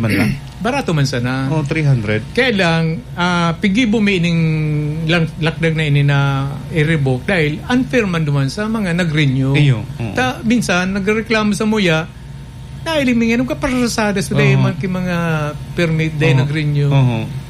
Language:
Bikol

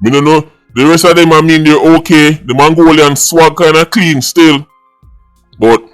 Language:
Jamaican Creole English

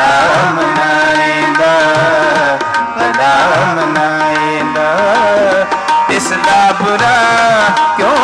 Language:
Punjabi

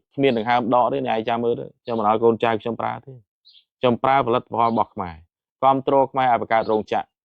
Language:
Khmer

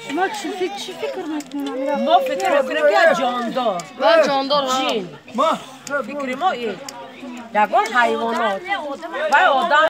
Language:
Tajik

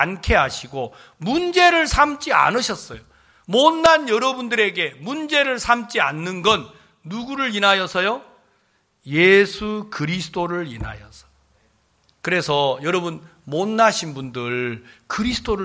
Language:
Korean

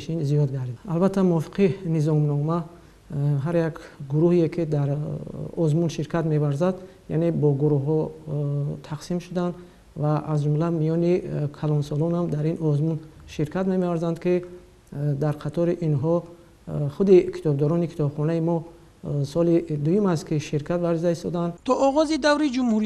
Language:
Tajik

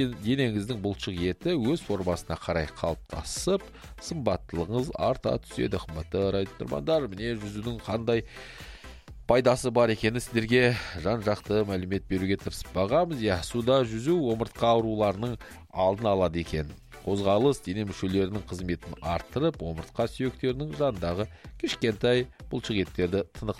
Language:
Kazakh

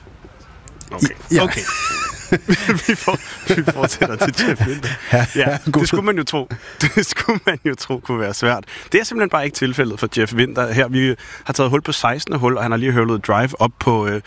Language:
Danish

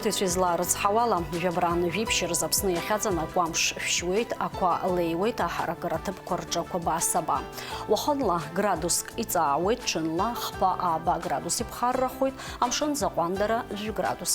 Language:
Abkhazian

